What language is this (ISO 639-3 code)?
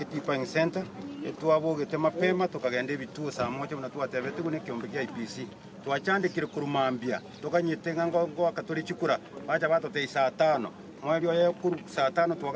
guz